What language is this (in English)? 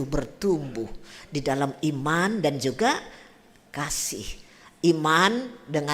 Batak Simalungun